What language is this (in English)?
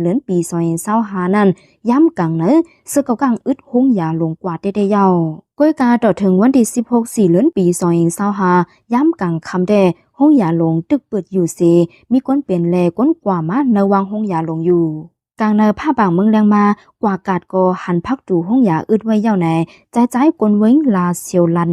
Shan